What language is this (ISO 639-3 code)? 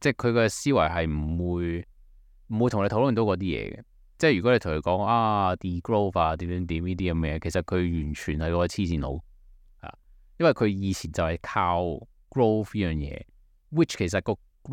yue